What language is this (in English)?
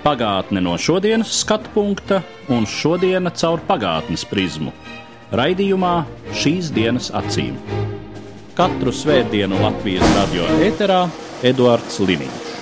Latvian